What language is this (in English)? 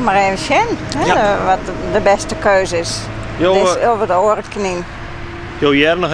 Western Frisian